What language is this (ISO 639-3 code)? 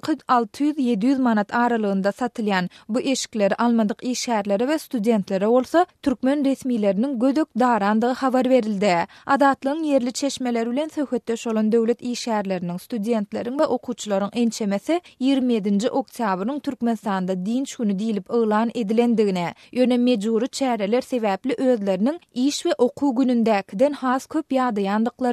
tuk